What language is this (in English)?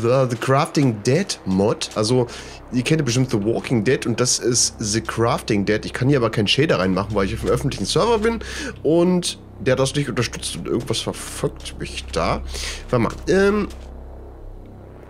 German